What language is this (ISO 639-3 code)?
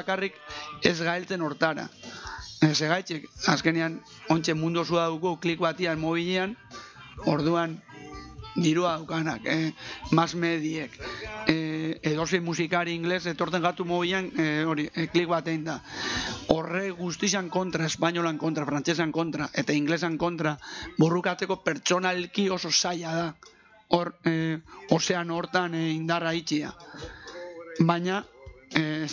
eus